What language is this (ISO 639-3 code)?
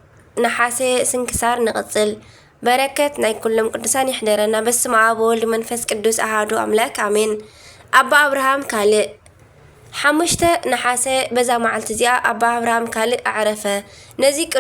tir